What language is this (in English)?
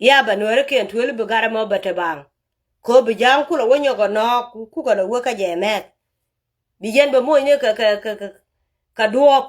Nuer